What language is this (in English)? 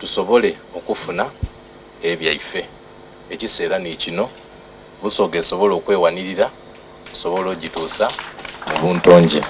Soga